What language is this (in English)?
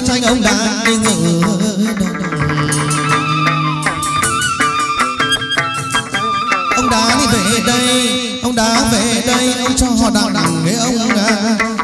Vietnamese